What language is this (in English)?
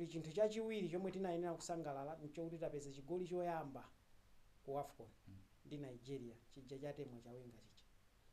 Nyanja